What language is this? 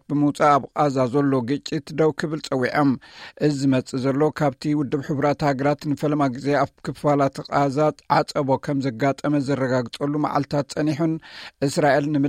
Tigrinya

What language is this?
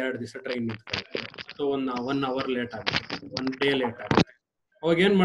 Kannada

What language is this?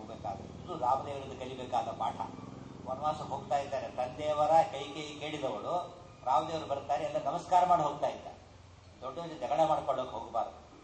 Kannada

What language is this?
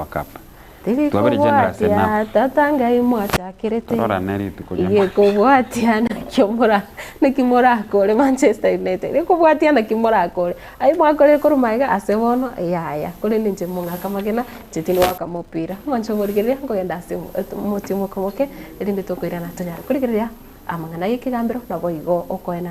Gusii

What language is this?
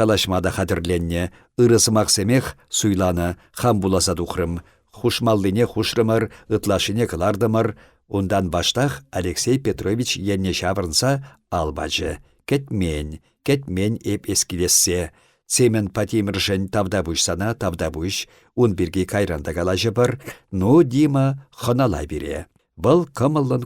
Chuvash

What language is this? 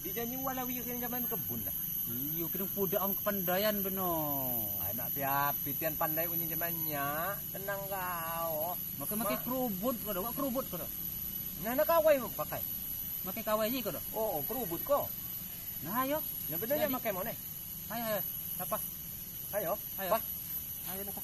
Lampung Api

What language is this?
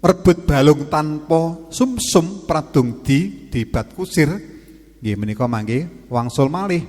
Javanese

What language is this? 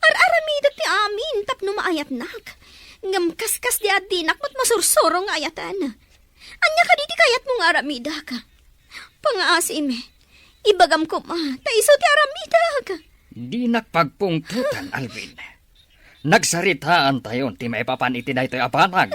Iloko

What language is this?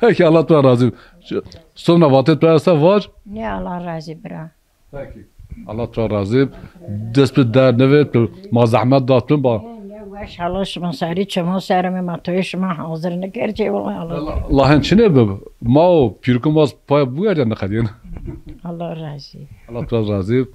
Zaza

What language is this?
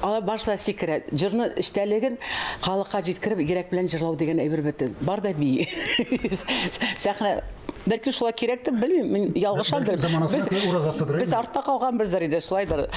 Tatar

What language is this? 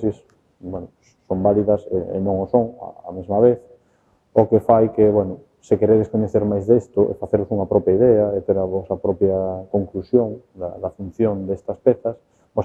Galician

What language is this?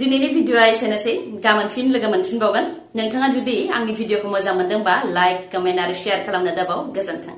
Bodo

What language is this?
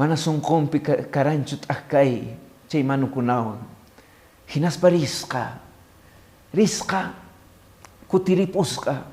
Quechua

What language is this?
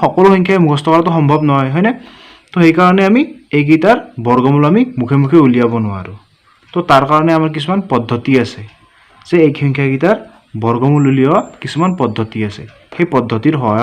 Assamese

